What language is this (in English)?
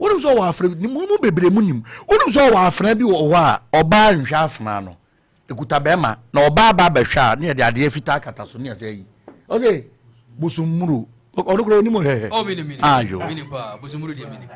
Akan